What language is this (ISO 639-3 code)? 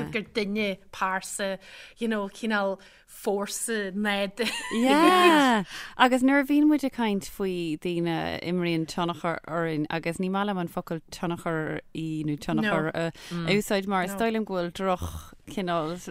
gle